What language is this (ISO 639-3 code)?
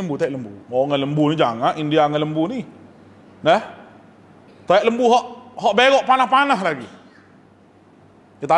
msa